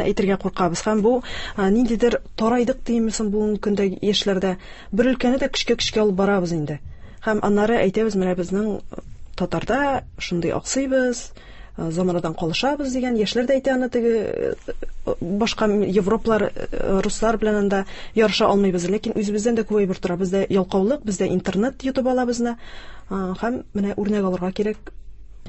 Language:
Tatar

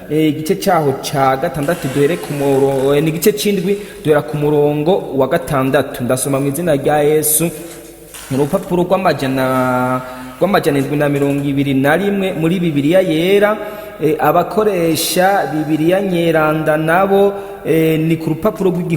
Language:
Rundi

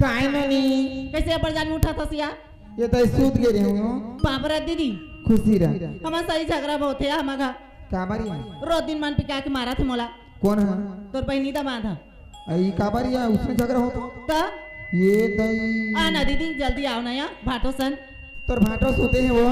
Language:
Chhattisgarhi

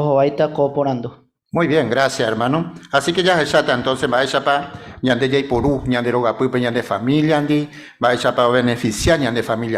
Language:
Guarani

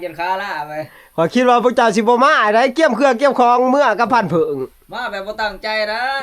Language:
Northeastern Thai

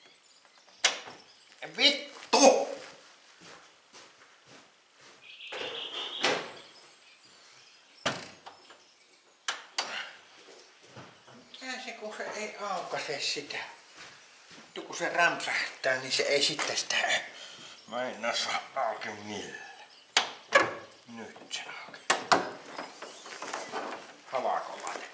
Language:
Finnish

